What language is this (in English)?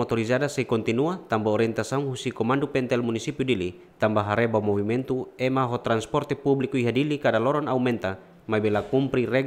Tetum